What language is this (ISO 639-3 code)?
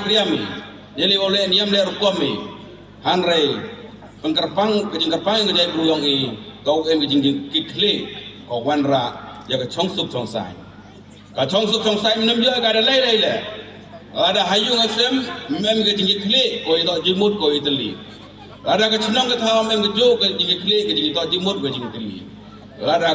pbv